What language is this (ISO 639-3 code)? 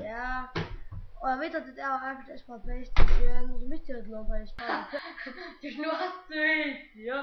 fao